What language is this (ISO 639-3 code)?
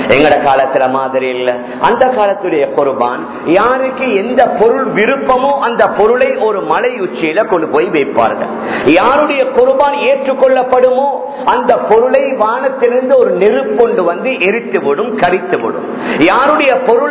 tam